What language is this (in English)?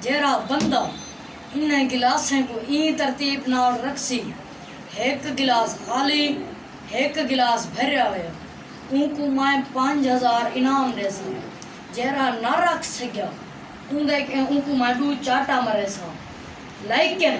Saraiki